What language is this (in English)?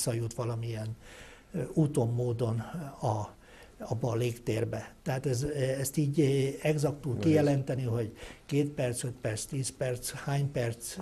Hungarian